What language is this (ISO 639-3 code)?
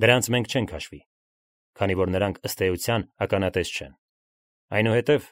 hye